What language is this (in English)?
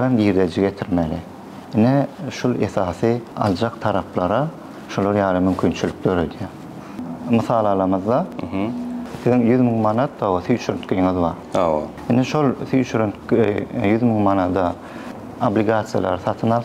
Turkmen